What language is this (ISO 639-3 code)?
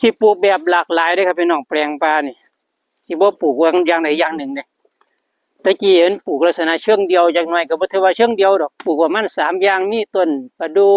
tts